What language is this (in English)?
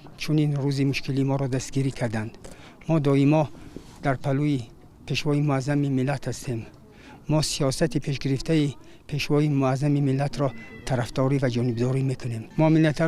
Tajik